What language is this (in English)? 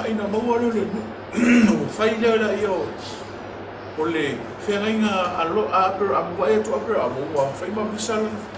Samoan